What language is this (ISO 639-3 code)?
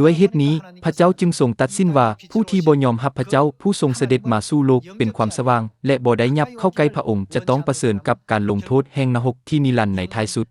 lao